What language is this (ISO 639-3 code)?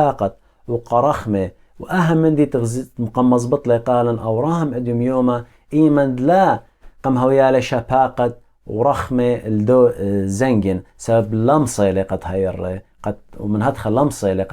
aii